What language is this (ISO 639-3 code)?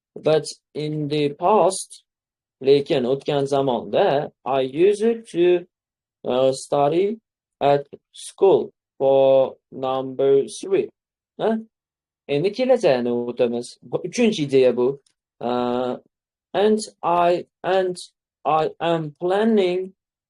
uzb